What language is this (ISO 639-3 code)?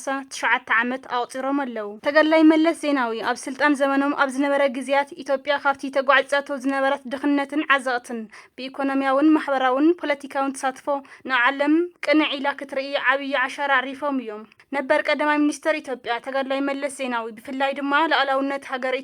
tir